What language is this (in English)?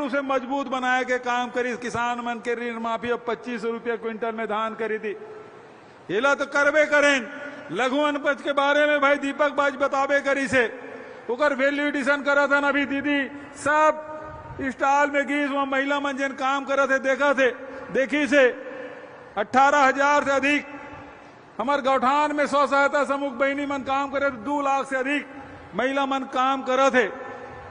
Chhattisgarhi